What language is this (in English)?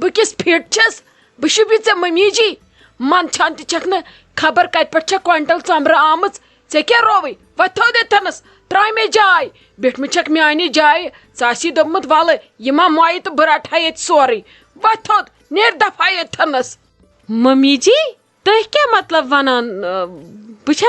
Kashmiri